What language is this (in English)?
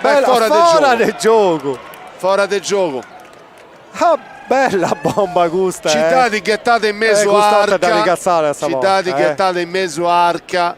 Sardinian